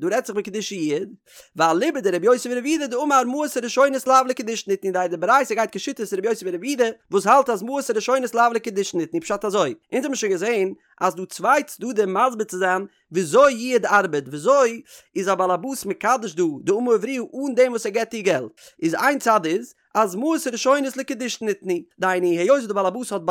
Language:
Yiddish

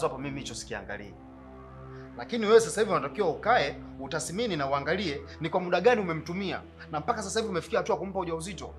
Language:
Swahili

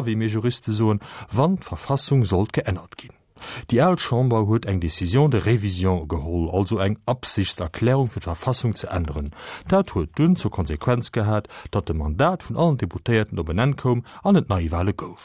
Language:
Luxembourgish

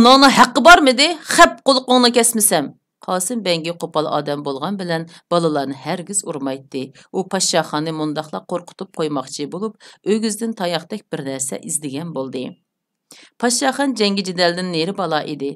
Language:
Uyghur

